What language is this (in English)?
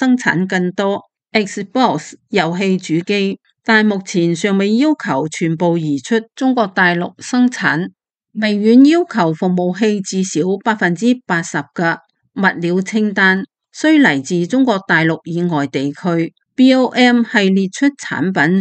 Cantonese